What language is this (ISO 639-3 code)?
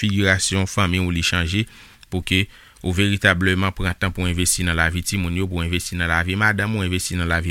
hat